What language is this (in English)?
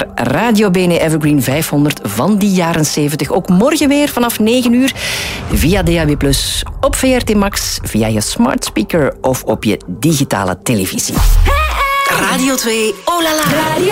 Dutch